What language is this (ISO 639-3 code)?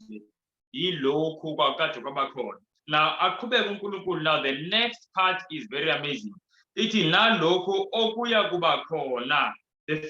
zul